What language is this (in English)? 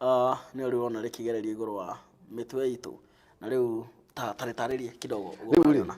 Kikuyu